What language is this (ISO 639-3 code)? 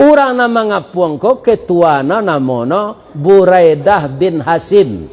min